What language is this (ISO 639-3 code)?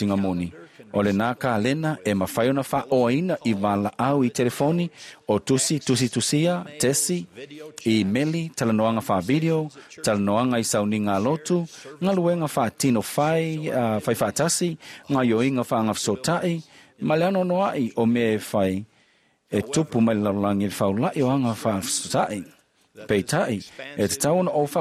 smo